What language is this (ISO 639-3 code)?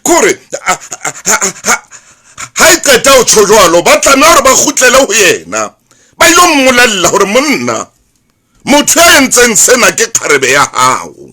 sot